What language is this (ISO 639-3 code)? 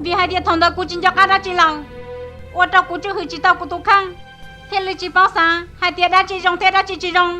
hmn